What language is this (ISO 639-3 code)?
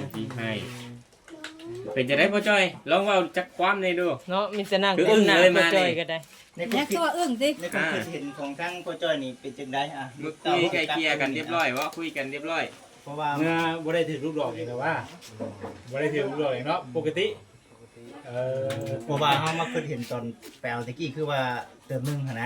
lao